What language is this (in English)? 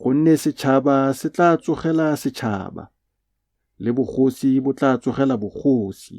Tswana